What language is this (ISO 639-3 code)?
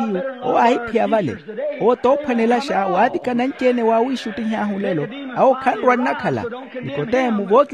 vmw